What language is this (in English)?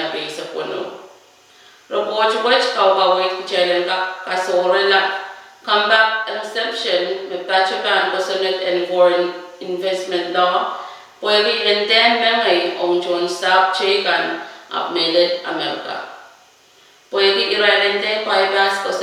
Pohnpeian